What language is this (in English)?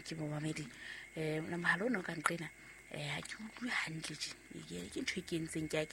Southern Sotho